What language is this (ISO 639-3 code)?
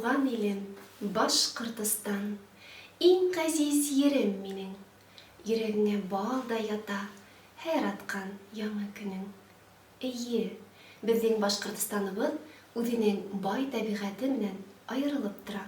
bak